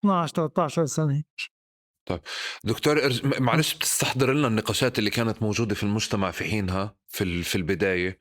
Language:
North Levantine Arabic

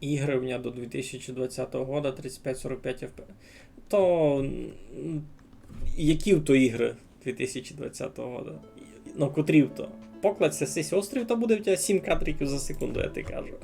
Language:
Rusyn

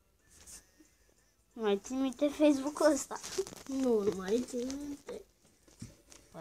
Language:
Romanian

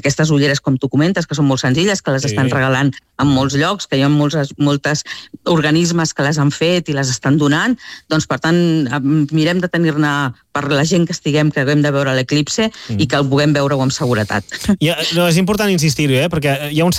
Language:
Catalan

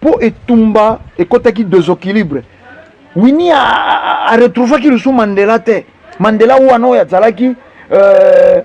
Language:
Lingala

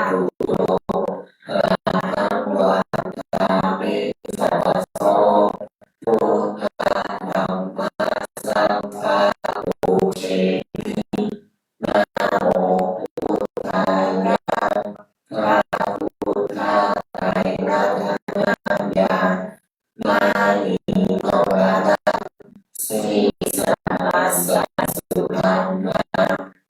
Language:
Pali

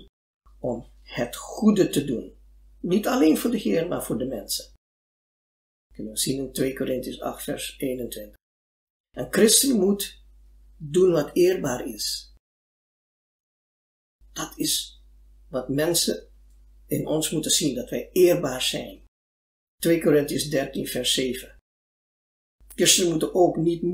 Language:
Dutch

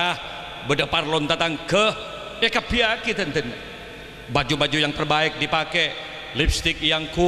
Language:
Madurese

